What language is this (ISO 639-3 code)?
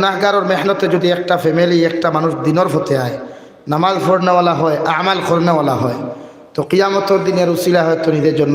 syl